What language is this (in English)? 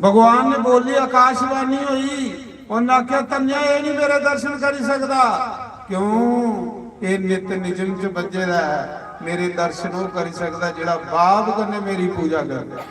Dogri